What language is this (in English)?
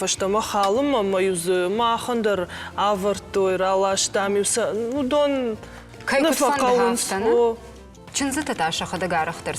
Ossetic